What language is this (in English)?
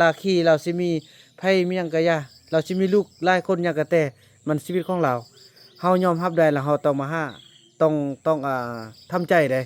Lao